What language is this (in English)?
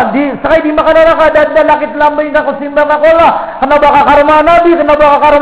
Maranao